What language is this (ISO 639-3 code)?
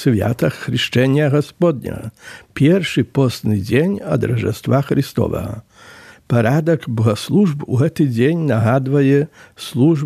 bel